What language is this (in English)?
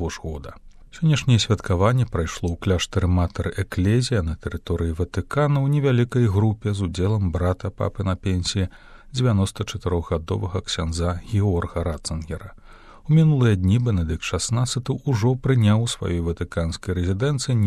Belarusian